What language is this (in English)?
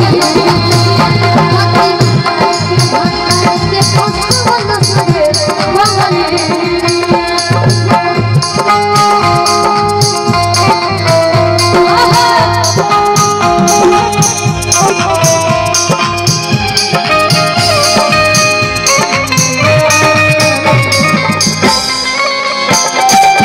Bhojpuri